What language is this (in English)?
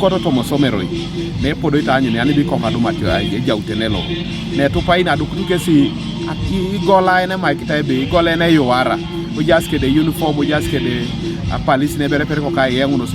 Teso